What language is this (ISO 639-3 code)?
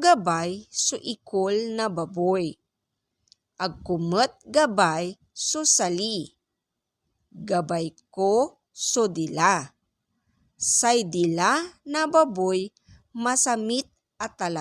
pag